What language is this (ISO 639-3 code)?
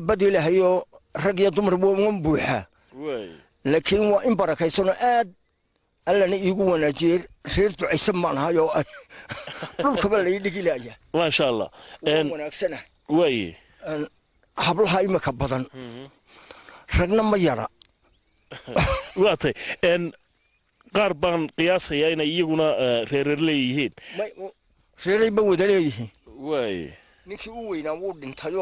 som